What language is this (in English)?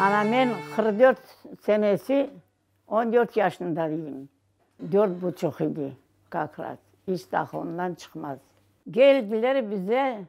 Crimean Tatar